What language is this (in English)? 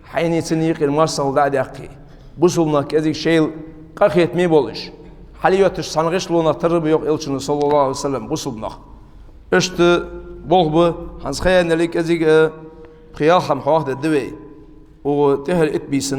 Ingush